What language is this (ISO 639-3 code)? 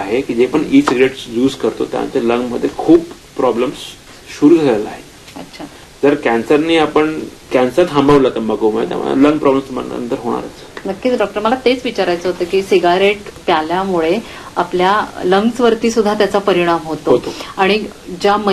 mar